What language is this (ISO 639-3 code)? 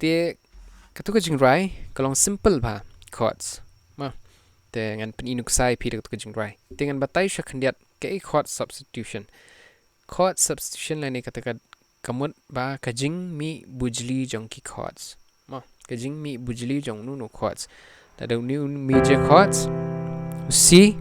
kha